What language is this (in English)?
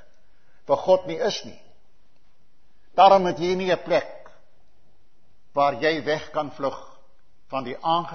Afrikaans